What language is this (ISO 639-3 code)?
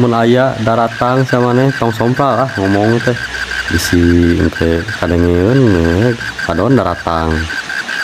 sun